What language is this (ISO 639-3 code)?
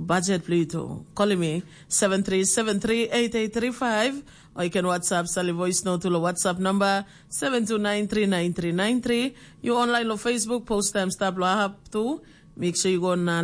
tpi